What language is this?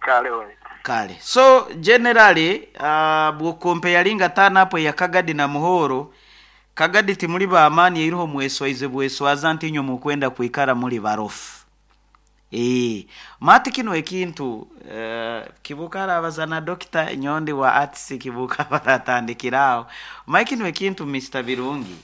Nyoro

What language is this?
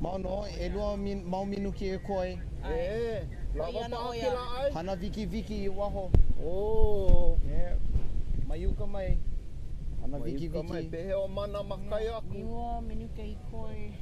Hawaiian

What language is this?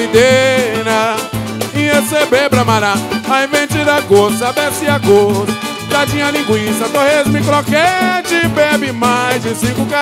Portuguese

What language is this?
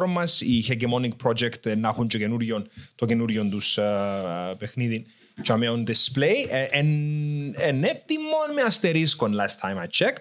Greek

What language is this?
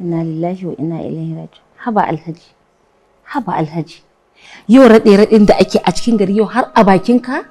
Hausa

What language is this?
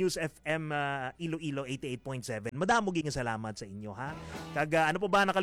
Hiligaynon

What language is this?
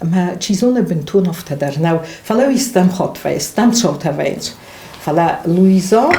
Ossetic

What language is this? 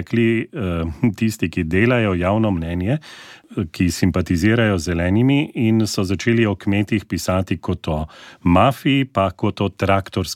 Slovenian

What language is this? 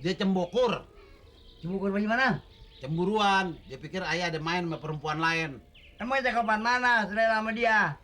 Betawi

